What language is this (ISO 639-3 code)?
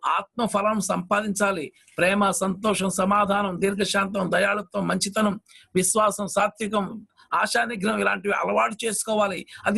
tel